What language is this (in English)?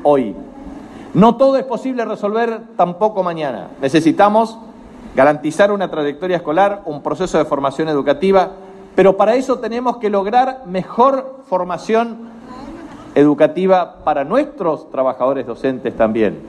Spanish